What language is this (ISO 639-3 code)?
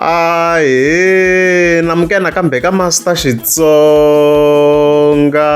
tso